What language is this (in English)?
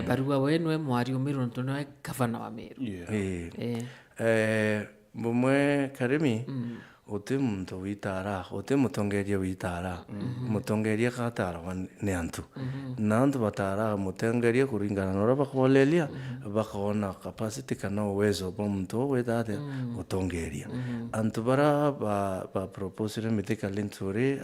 Meru